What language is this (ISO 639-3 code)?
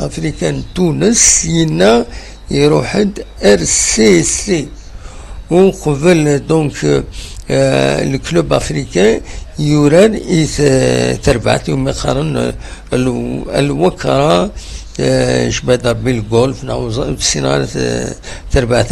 kab